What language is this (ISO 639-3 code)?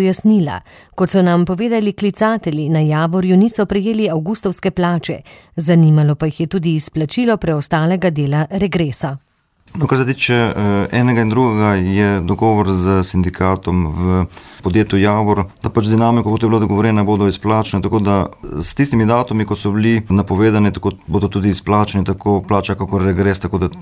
slv